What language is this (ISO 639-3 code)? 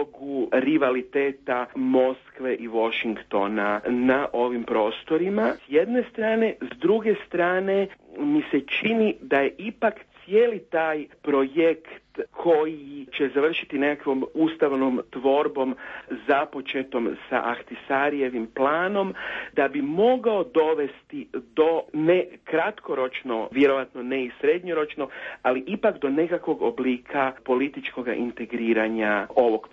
hrv